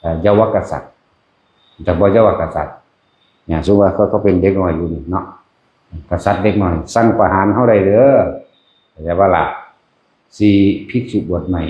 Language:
Northeastern Thai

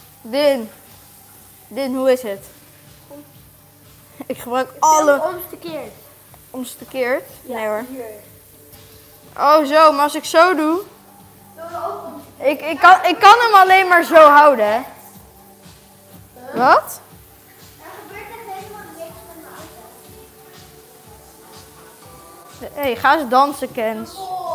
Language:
Dutch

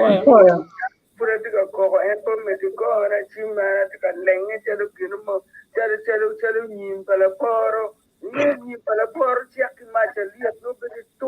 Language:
Acoli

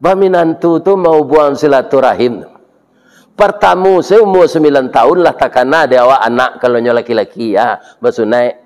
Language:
Minangkabau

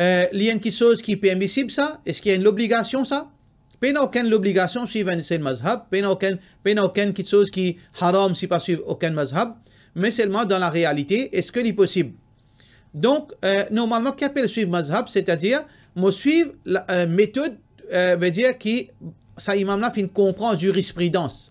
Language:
Morisyen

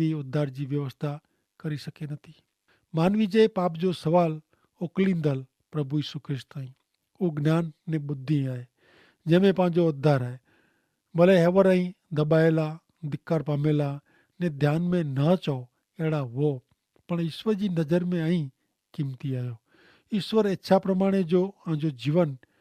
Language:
Kachhi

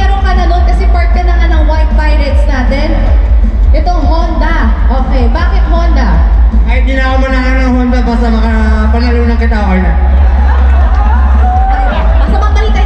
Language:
Filipino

